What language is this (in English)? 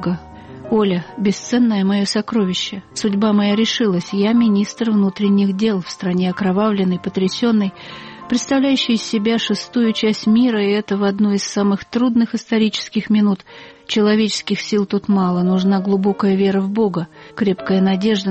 Russian